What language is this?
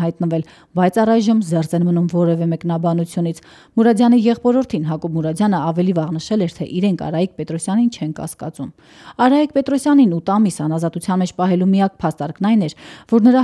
Armenian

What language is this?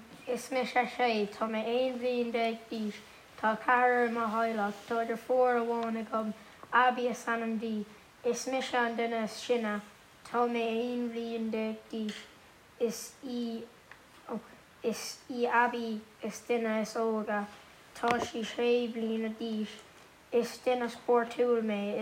Irish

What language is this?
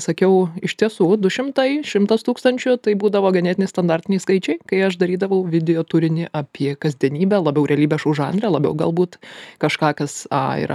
Lithuanian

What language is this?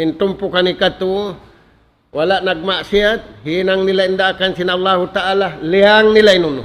Tausug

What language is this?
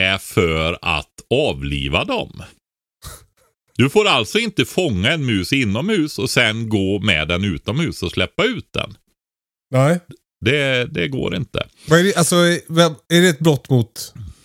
Swedish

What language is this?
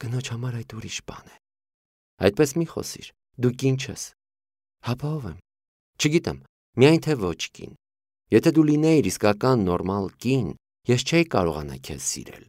Armenian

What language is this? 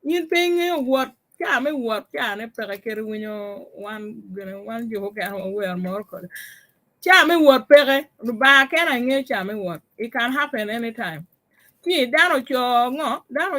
Acoli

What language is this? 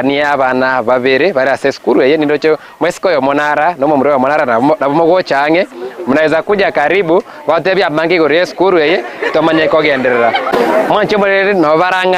Gusii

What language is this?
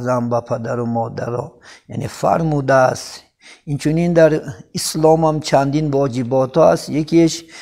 Tajik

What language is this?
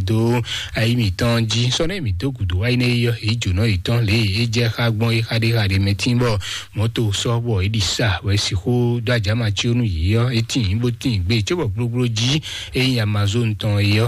Fon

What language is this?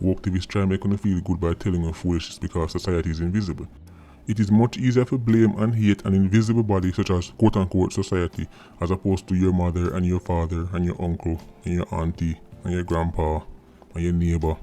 Jamaican Creole English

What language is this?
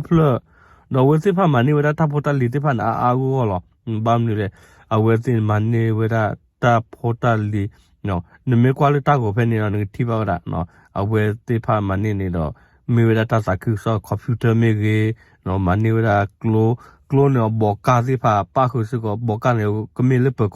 S'gaw Karen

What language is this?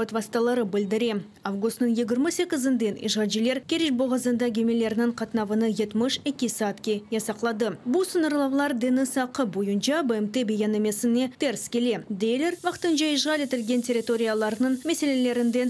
Crimean Tatar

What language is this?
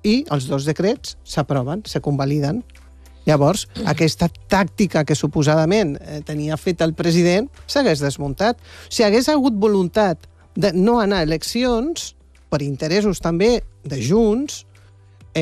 Catalan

